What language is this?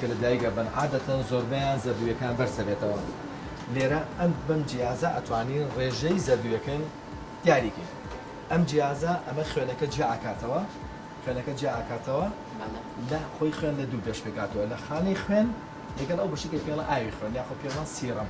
Central Kurdish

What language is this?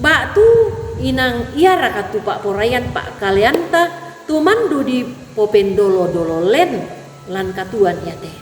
Toraja-Sa'dan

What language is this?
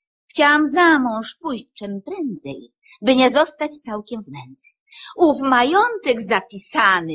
Polish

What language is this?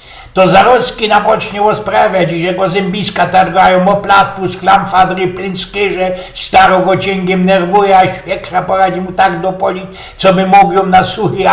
Silesian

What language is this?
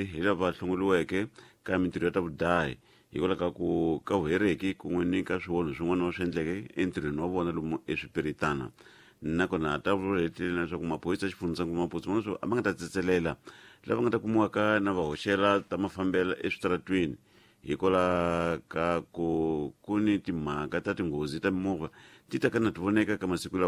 Tsonga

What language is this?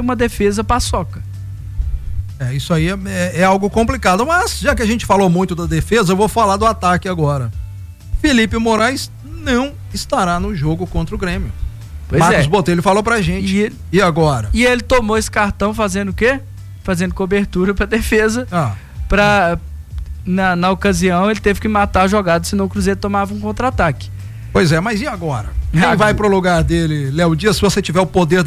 Portuguese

